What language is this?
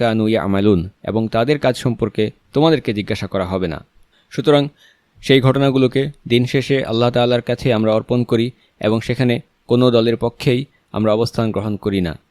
Bangla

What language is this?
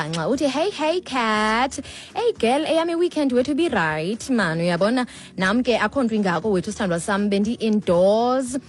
Xhosa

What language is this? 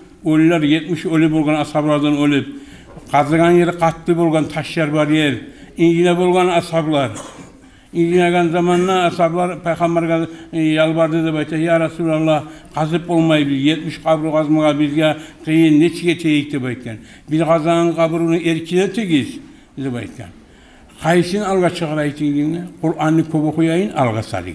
Kumyk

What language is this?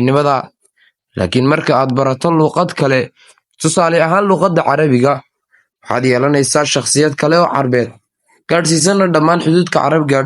Somali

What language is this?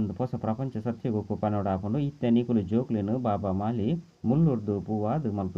Tulu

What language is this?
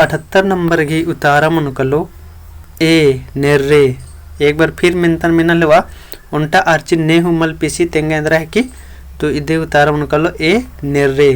Kurukh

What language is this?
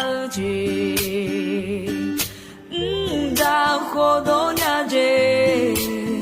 Akha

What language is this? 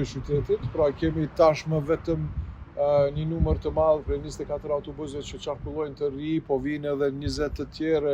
Albanian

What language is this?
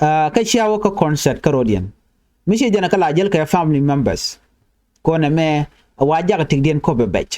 Nuer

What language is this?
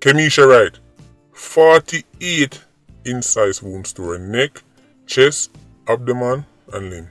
Jamaican Creole English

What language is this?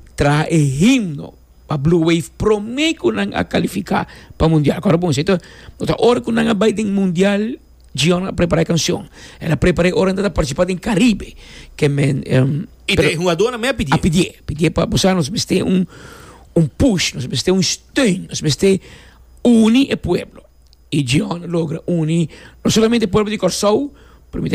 Papiamento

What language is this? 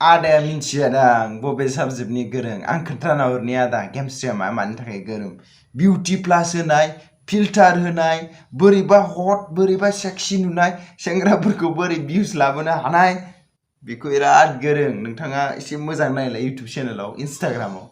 Bodo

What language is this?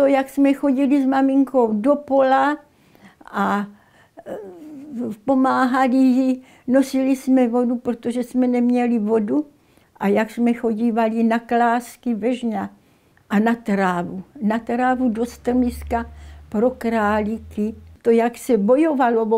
Czech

